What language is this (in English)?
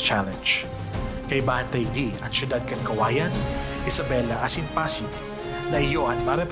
Bikol